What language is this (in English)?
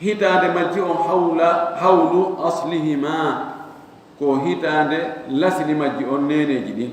Fula